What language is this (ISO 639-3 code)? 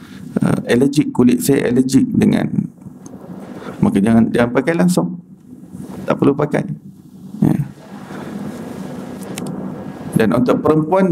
msa